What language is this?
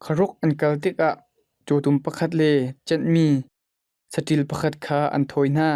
Hakha Chin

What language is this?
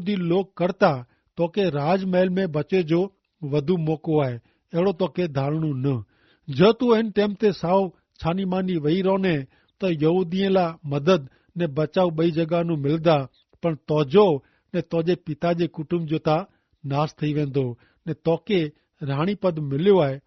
Kachhi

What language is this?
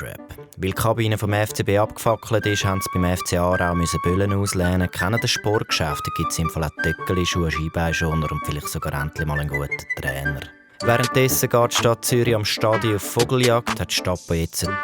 Swiss German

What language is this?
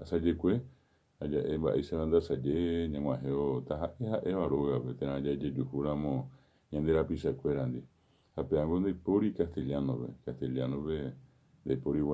Guarani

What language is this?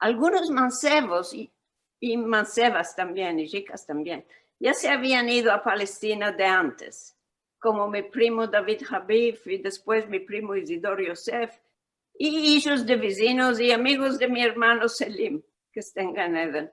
Ladino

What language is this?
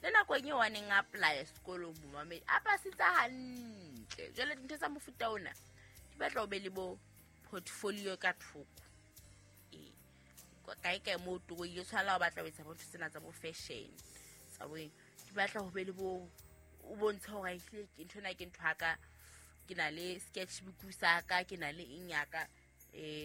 Southern Sotho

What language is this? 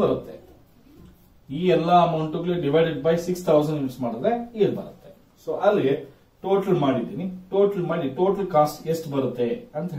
Kannada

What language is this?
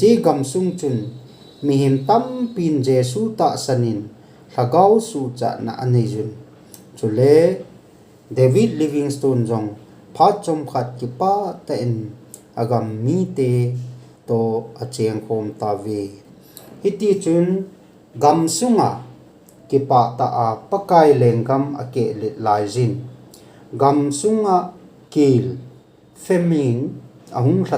Thado Chin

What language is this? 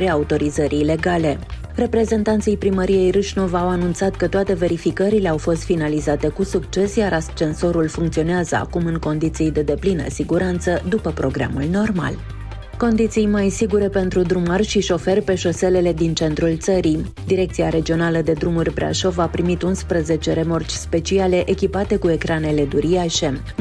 Romanian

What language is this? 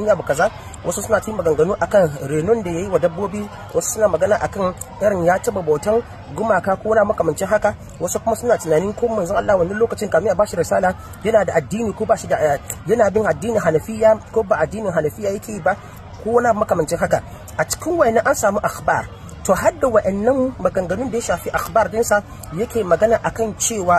Hausa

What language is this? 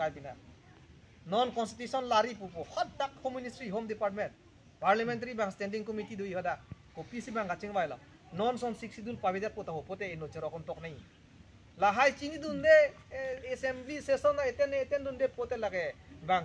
Karbi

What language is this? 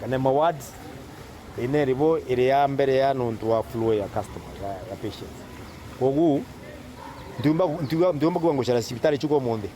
Meru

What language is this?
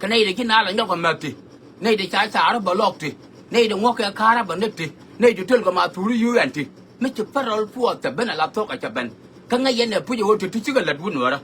Nuer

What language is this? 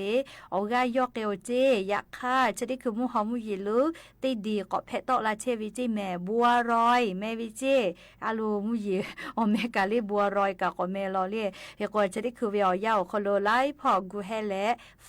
Lahu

